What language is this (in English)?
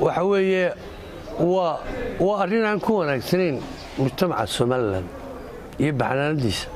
Somali